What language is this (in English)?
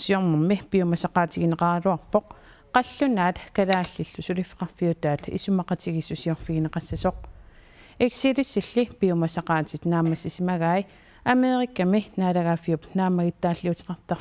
Kalaallisut